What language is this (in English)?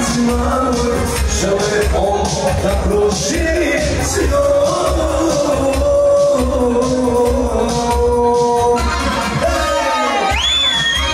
Croatian